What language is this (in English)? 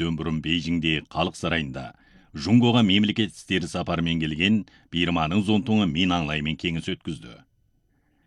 Kazakh